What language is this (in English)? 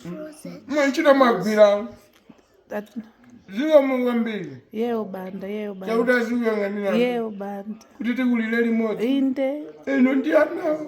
Nyanja